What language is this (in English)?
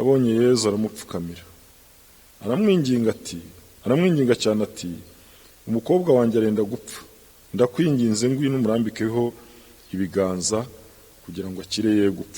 Kinyarwanda